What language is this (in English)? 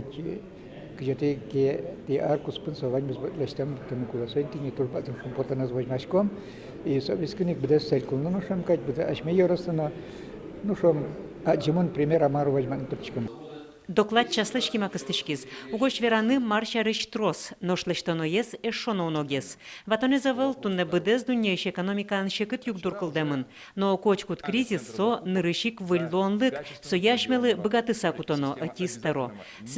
Udmurt